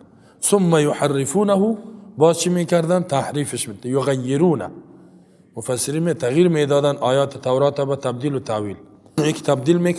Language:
Persian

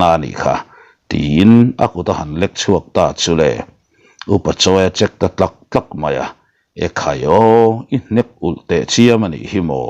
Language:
Mizo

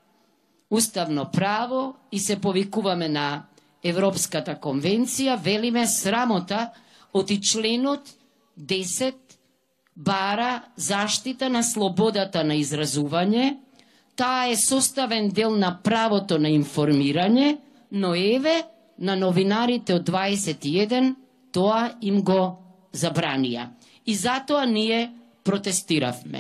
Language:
Macedonian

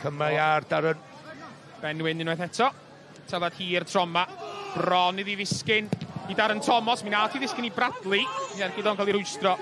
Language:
Welsh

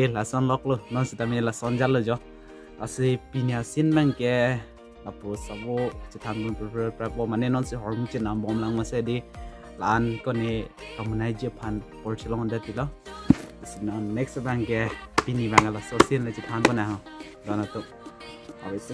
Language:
Karbi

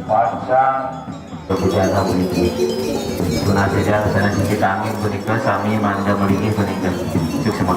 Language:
Balinese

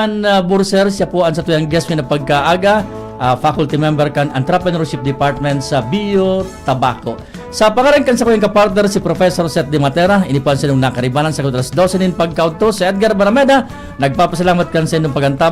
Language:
Bikol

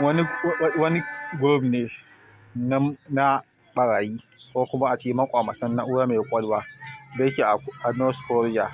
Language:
Hausa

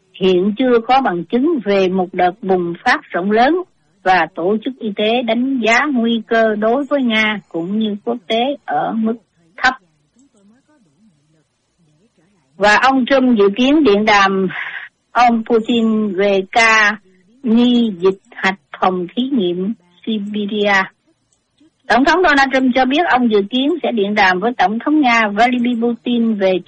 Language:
Vietnamese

